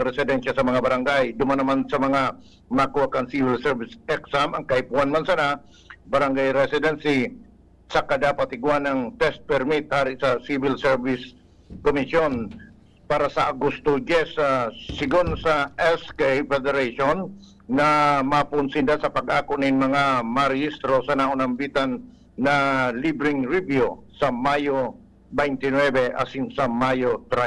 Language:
Bikol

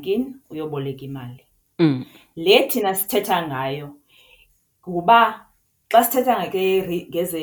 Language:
Xhosa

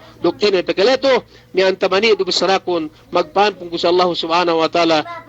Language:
Yakan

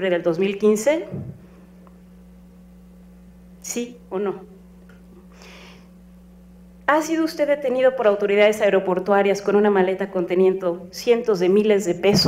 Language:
Spanish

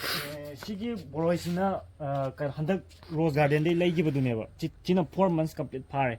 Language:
Manipuri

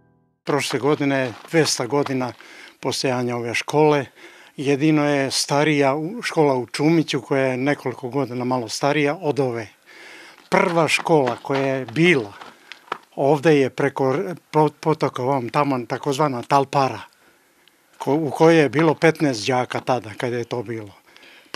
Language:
Serbian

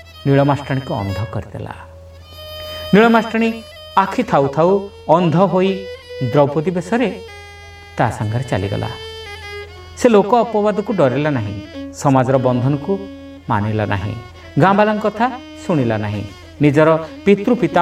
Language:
Odia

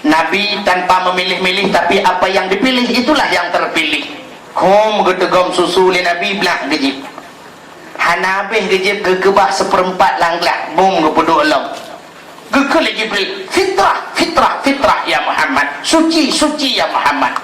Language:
Achinese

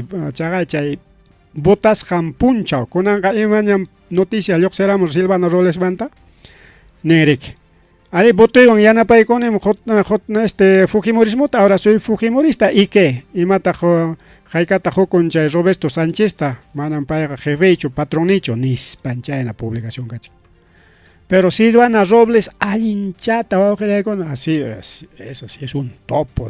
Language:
Ayacucho Quechua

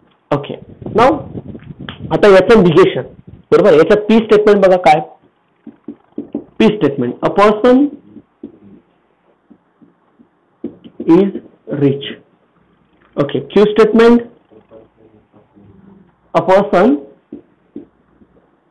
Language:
Marathi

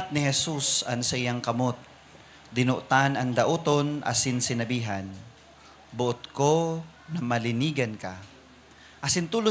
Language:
Bikol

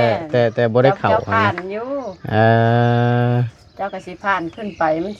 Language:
Northeastern Thai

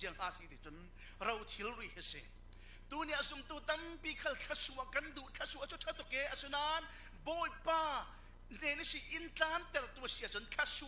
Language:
Falam Chin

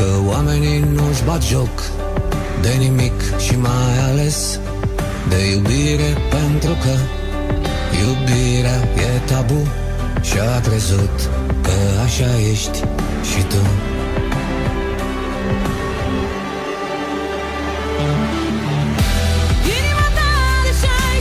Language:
Romanian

